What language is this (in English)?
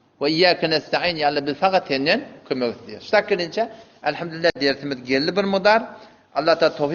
Turkmen